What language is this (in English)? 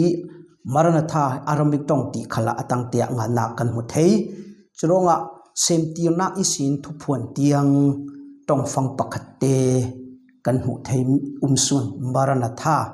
Falam Chin